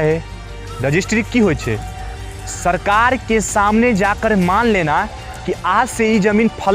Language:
Maithili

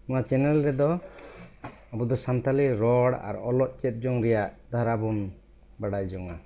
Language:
Santali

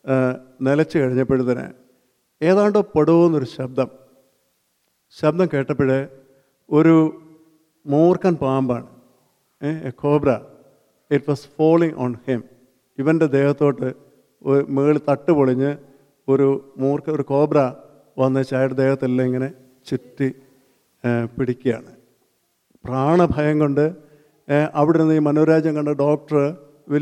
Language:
Malayalam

